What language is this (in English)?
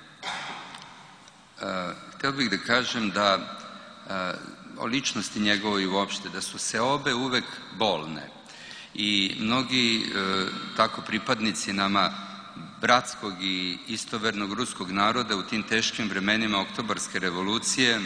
Serbian